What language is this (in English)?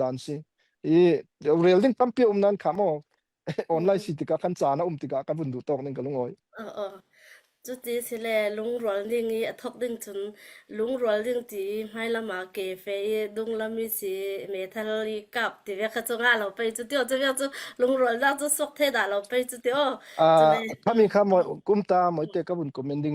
Falam Chin